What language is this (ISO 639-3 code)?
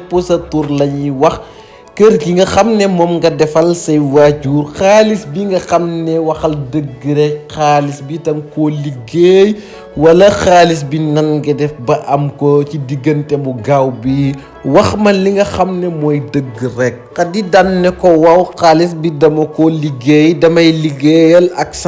wol